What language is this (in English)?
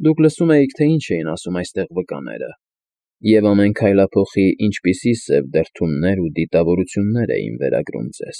Armenian